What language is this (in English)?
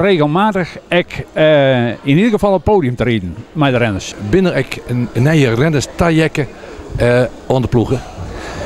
Western Frisian